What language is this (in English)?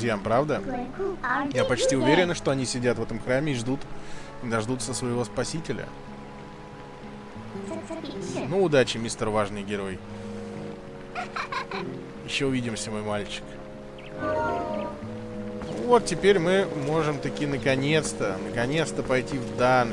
Russian